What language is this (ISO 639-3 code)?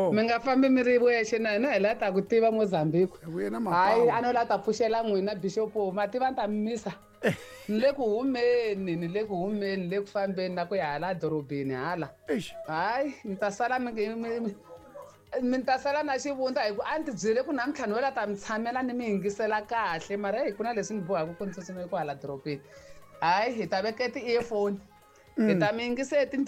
tso